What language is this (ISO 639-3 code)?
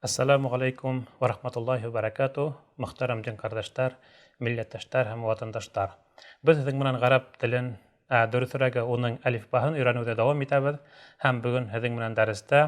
bak